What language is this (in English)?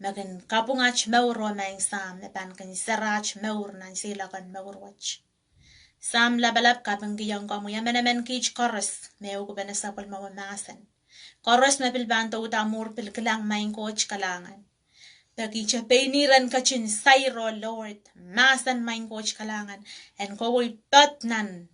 Pohnpeian